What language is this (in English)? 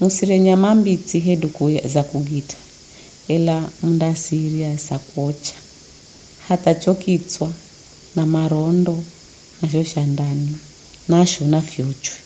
Giryama